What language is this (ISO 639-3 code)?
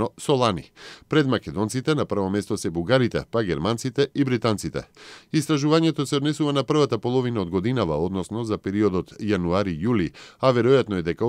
mkd